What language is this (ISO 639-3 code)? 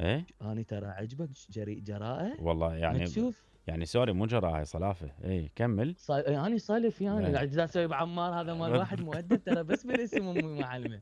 acm